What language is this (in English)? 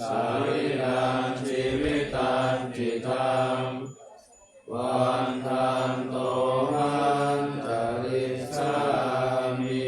Pali